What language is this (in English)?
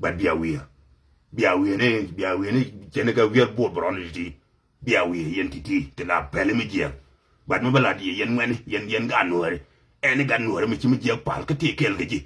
Nuer